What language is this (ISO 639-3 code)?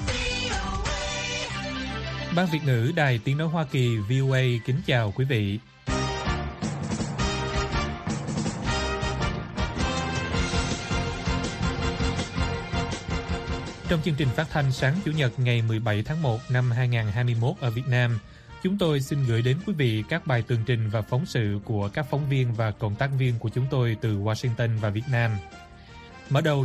vie